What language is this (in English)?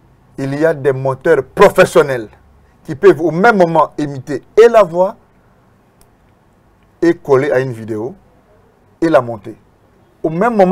French